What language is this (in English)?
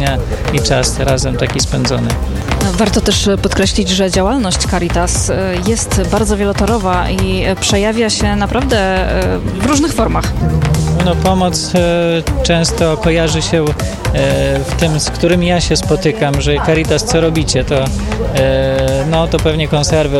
Polish